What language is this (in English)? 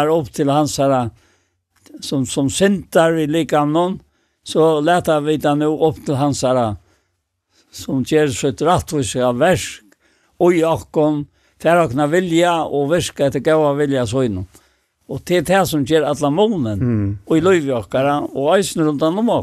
Faroese